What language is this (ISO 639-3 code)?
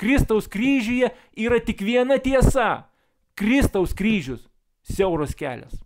lit